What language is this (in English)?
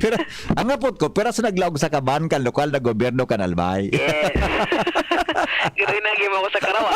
Bikol